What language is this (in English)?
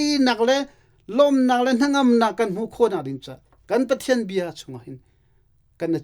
Hakha Chin